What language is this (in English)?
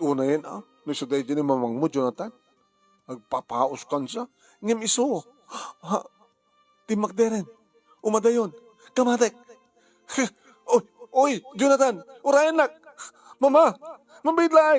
Iloko